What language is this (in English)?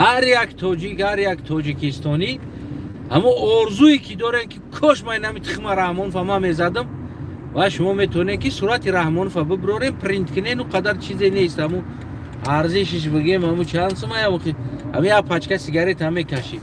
Tajik